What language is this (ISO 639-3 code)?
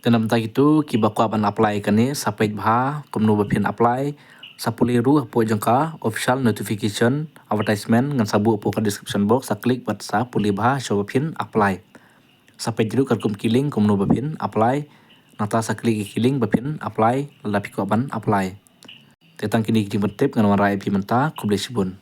kha